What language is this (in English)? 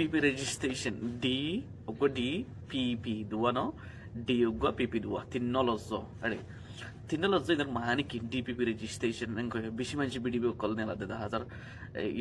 Rohingya